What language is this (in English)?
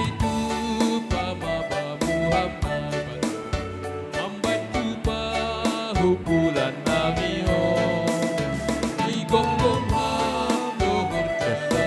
Batak Simalungun